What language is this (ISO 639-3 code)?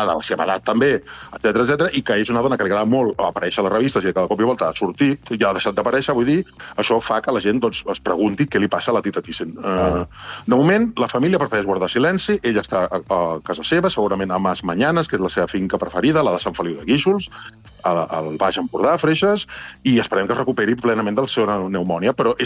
cat